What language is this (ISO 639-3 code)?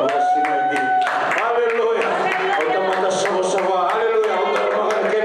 fij